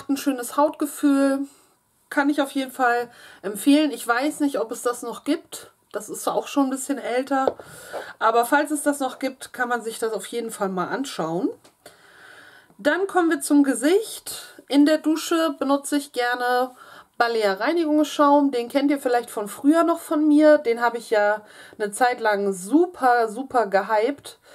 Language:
German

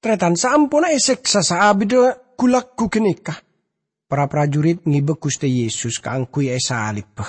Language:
Madurese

